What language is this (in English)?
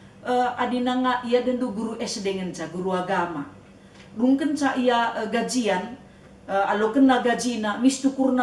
Batak Karo